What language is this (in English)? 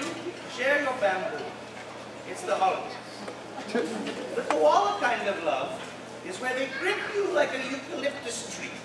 English